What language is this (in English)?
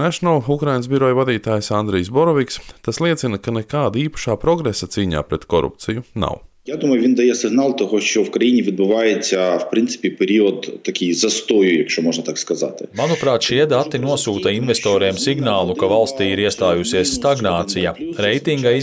Latvian